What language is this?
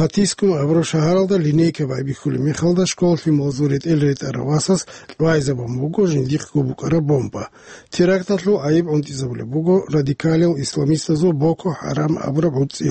Avaric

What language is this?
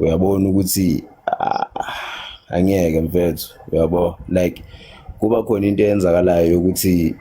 Zulu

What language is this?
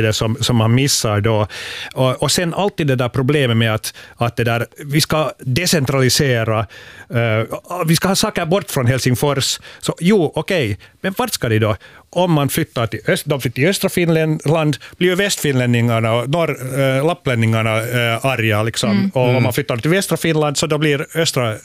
Swedish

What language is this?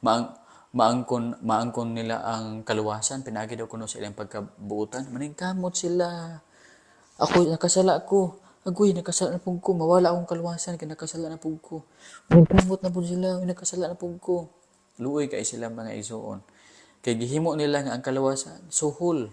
Cebuano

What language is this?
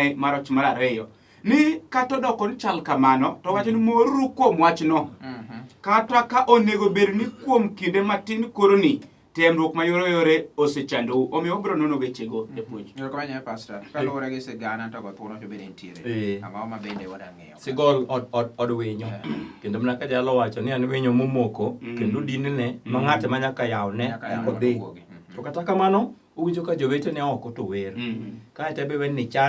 Luo (Kenya and Tanzania)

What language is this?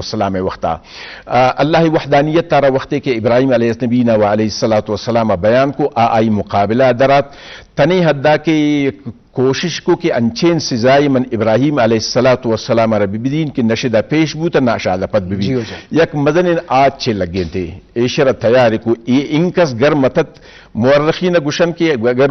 Eastern Balochi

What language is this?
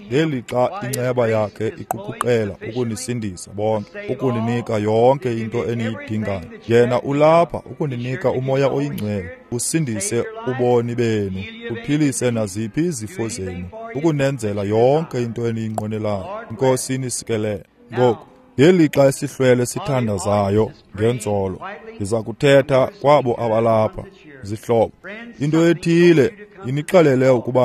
Xhosa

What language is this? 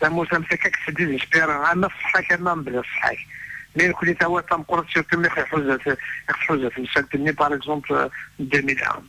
Kabyle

